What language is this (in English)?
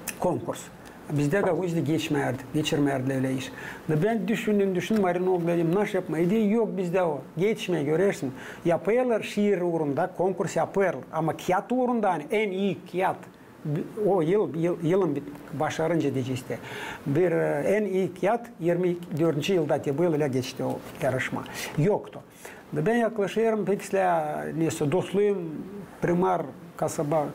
Gagauz